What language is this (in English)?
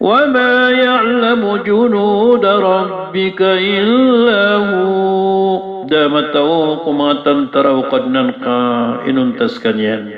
Maranao